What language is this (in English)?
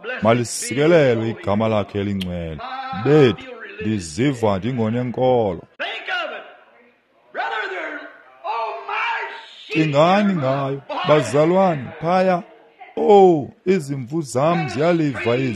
Xhosa